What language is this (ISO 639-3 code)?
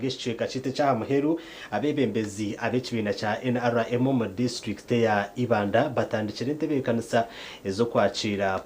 nyn